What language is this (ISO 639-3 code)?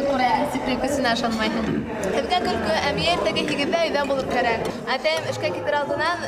bak